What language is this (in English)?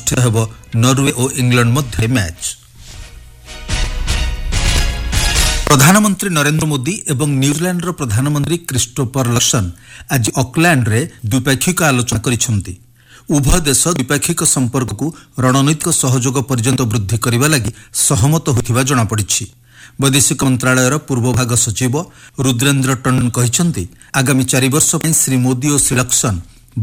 Odia